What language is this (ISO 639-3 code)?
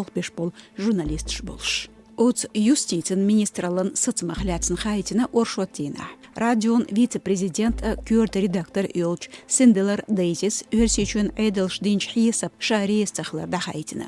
che